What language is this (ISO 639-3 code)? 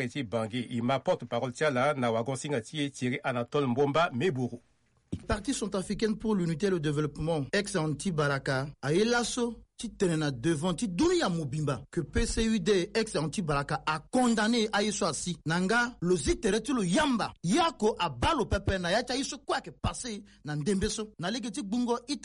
sag